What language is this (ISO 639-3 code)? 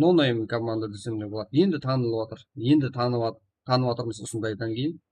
kaa